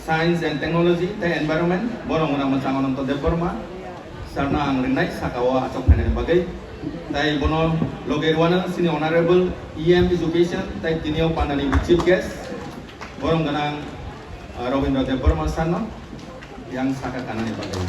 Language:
Kok Borok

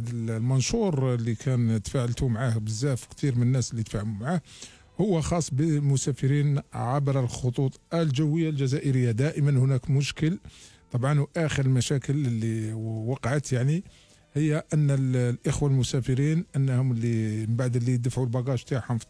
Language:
Algerian Arabic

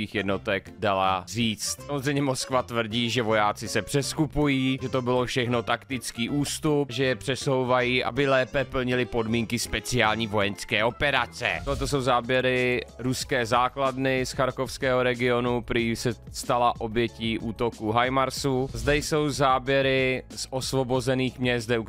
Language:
Czech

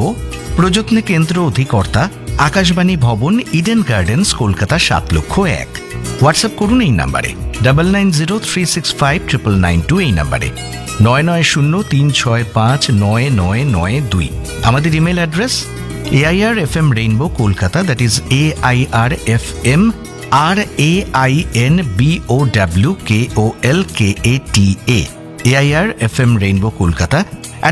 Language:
Bangla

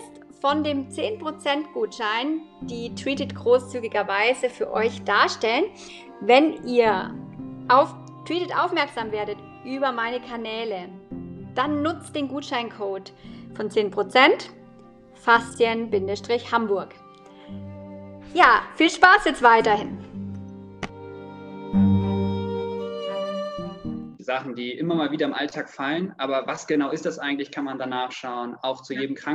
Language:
German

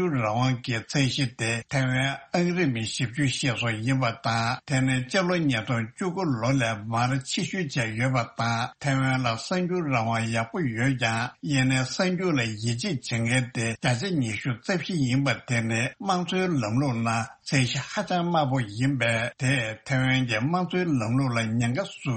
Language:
Tibetan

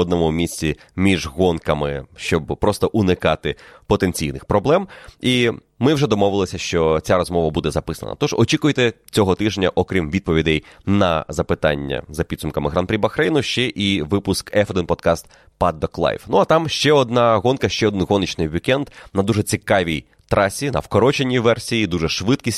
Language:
Ukrainian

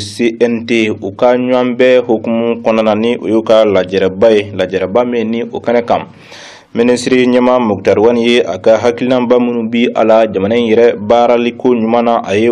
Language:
Bambara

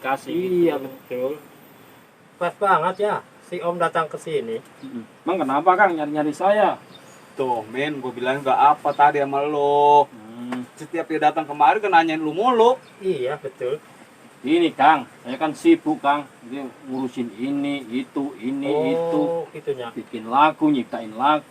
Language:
Betawi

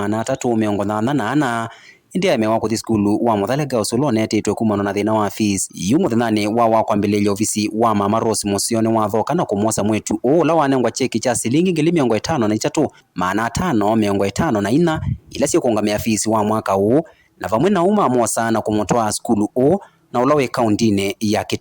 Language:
Kamba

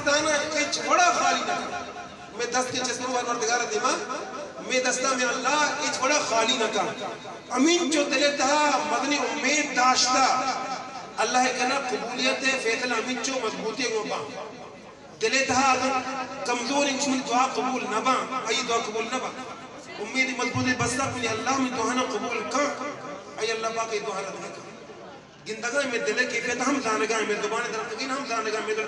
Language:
Eastern Balochi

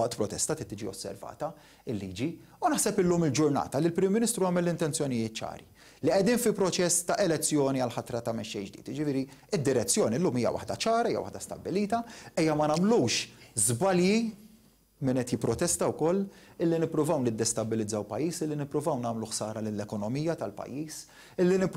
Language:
Maltese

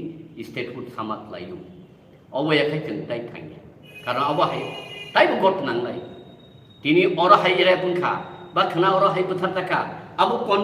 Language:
Riang (India)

